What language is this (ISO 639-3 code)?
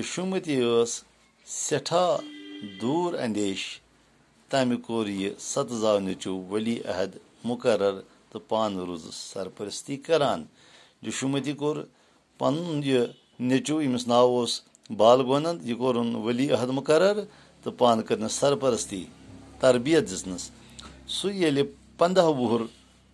kas